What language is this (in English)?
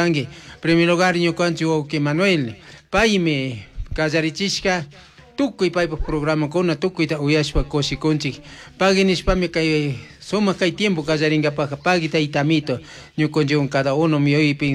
Chimborazo Highland Quichua